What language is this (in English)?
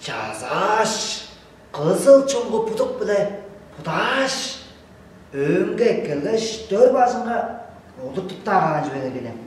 Tuvinian